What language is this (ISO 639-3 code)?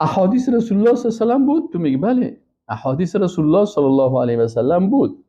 fas